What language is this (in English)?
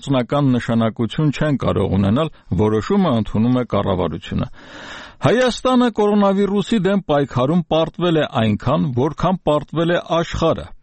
Armenian